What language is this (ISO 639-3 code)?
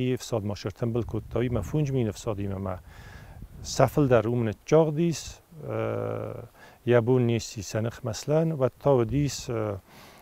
oss